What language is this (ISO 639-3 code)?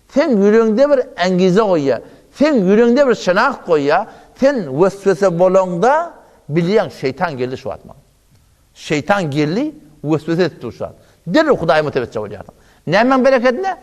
tuk